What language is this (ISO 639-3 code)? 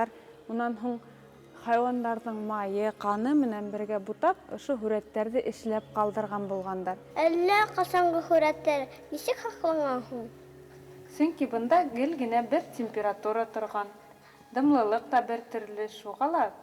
bak